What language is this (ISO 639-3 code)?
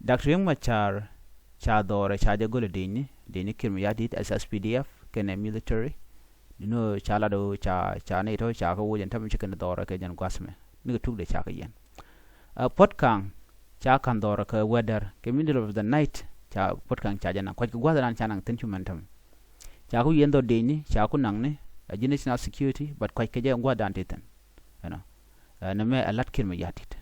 nus